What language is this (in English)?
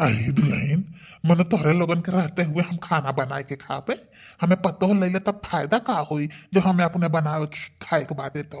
Bhojpuri